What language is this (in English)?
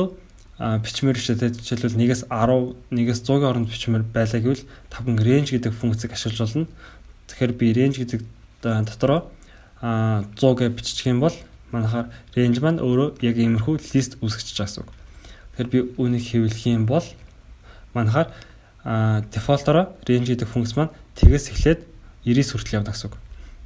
Mongolian